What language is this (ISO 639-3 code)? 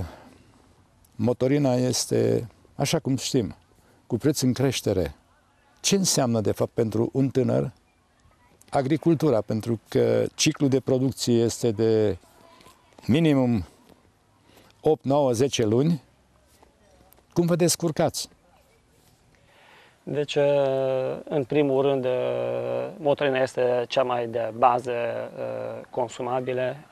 ron